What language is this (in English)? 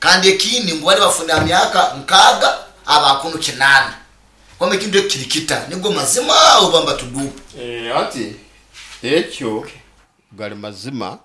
Nyoro